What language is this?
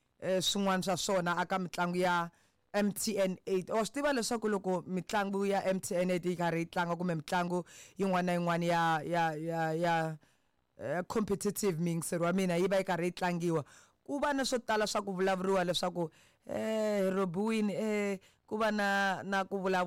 Tsonga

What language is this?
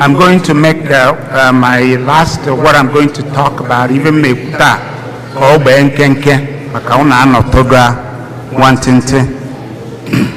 Igbo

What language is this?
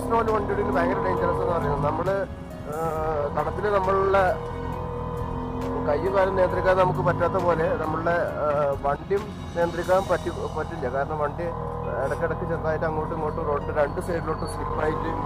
Malayalam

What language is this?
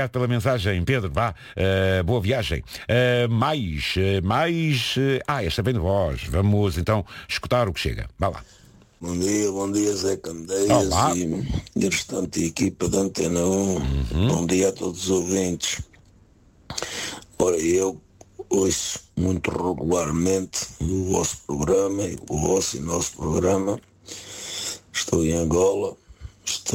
Portuguese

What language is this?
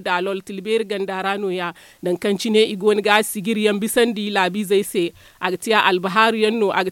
Zarma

